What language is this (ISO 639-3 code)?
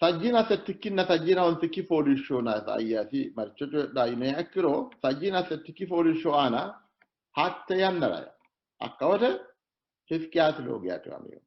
sid